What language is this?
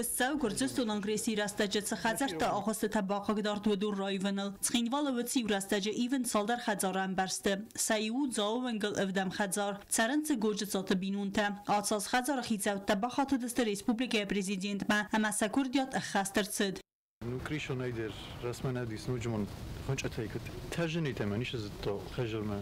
Ossetic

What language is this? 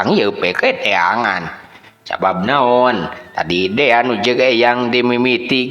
Sundanese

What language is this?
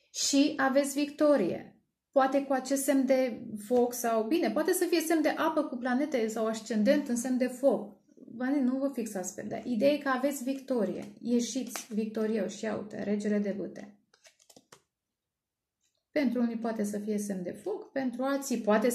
Romanian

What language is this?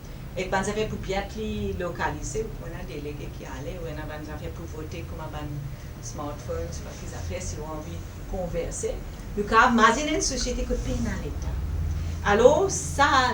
Morisyen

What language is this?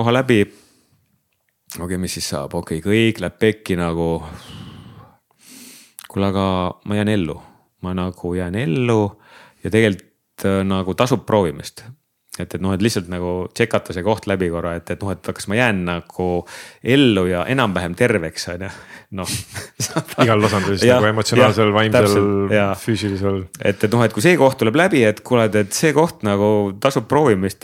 Estonian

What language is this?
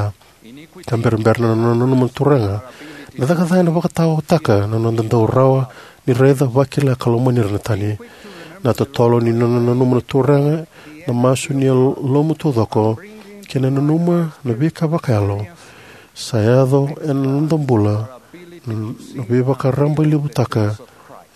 Fijian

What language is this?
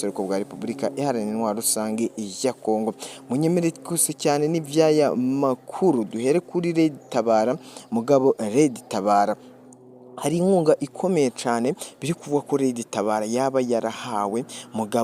Rundi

